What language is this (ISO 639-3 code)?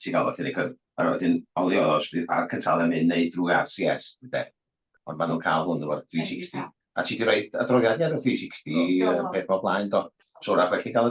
cym